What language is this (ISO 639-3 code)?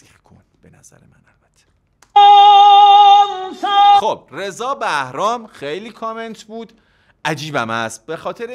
fas